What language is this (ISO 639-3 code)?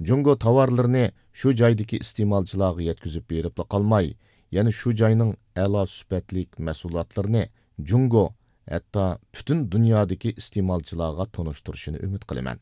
uig